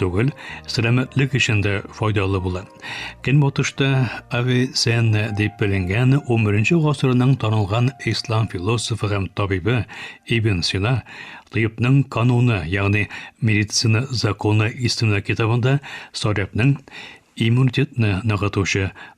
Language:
Tatar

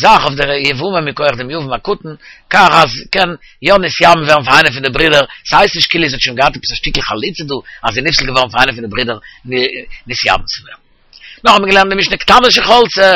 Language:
Yiddish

